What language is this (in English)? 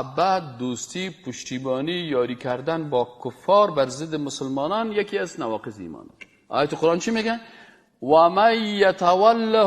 Persian